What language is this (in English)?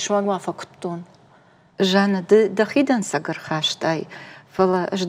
Ossetic